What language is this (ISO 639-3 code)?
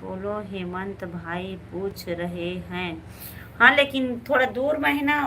hne